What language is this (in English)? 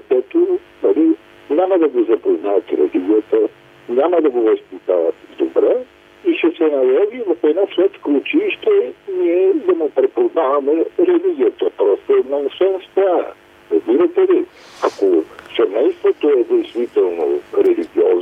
Bulgarian